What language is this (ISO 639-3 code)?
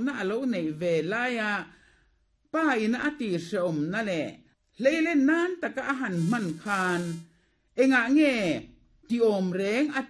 lus